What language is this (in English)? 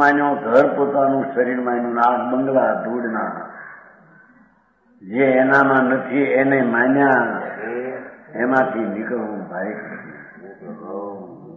Gujarati